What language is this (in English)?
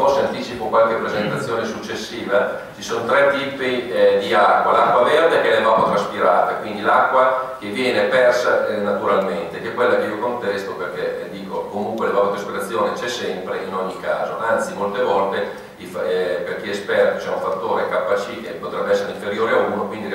Italian